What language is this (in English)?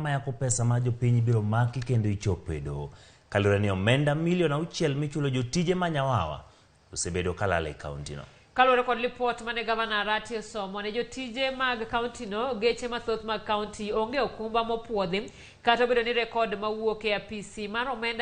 Luo (Kenya and Tanzania)